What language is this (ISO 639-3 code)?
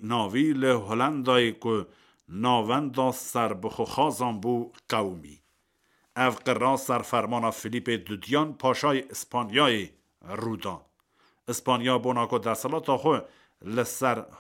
kur